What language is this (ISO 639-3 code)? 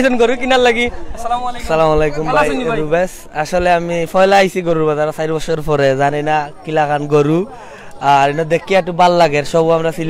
syl